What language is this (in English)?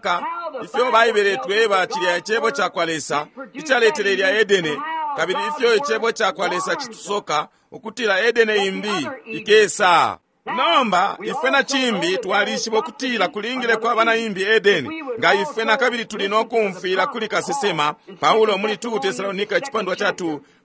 Bemba